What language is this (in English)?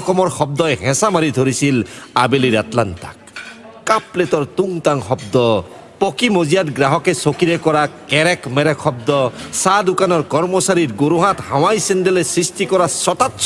Assamese